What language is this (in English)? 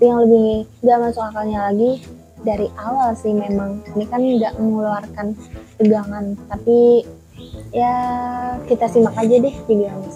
Indonesian